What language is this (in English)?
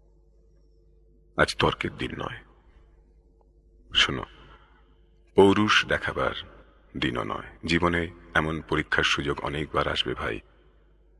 Bangla